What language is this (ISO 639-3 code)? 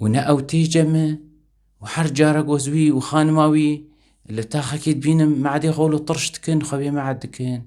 kur